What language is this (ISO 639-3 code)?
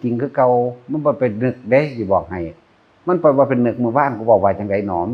tts